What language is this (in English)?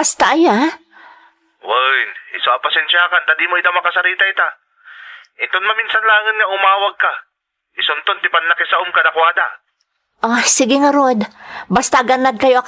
Iloko